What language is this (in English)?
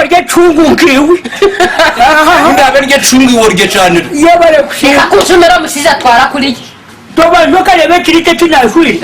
Nyankole